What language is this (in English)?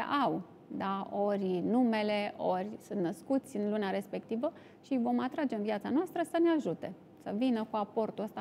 Romanian